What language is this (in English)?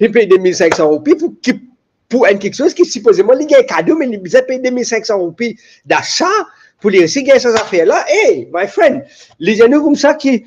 Morisyen